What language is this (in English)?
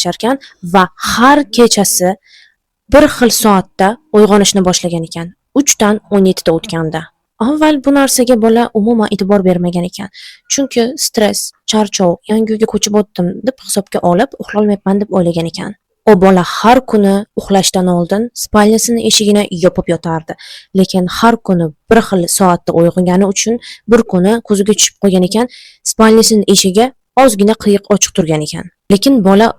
Uzbek